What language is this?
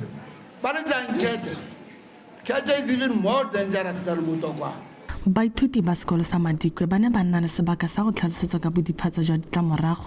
Tswana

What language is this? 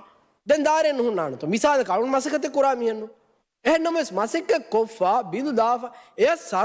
Divehi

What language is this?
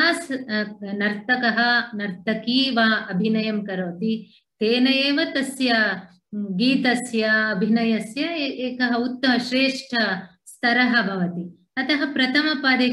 Sanskrit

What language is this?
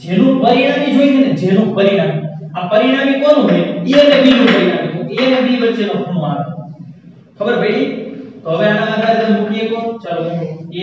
Gujarati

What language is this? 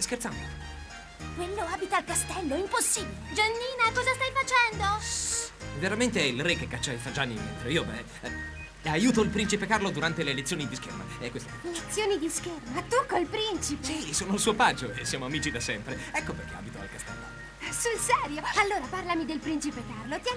Italian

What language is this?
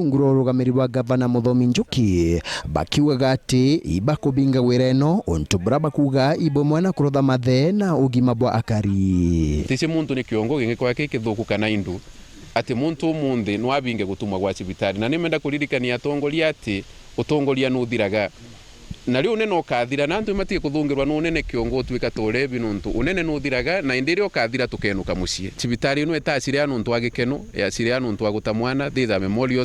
Meru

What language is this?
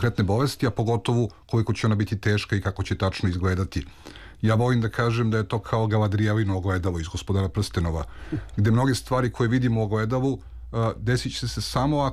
Serbian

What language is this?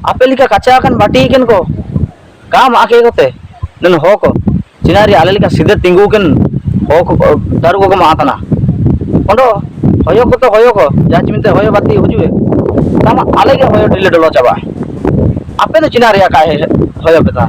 Ho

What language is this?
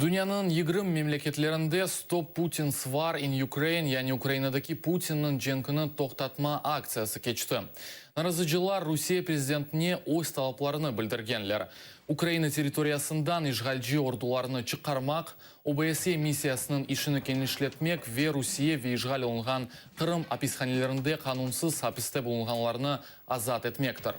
Crimean Tatar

